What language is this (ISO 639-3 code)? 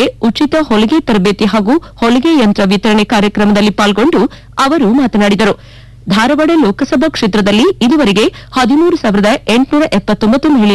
kan